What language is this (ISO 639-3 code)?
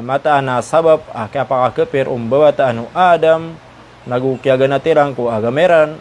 mrw